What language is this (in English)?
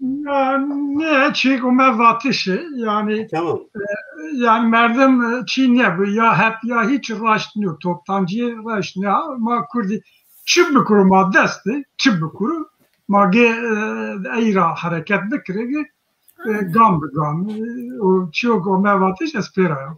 Zaza